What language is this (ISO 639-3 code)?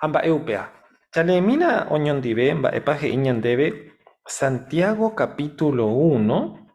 grn